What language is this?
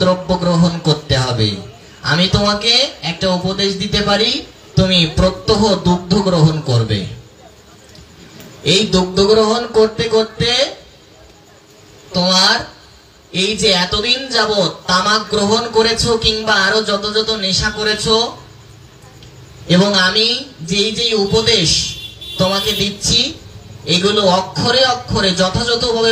Bangla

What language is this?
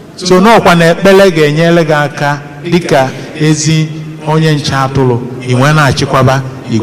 Igbo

